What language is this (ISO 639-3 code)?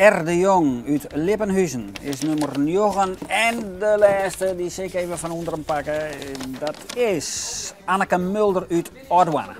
fry